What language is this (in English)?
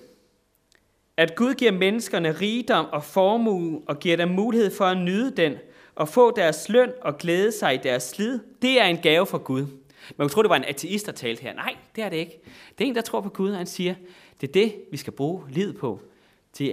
Danish